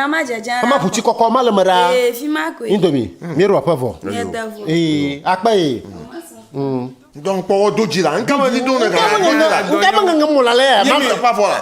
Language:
Ewe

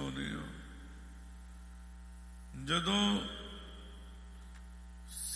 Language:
Punjabi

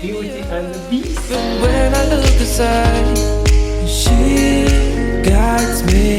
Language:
Jamaican Creole English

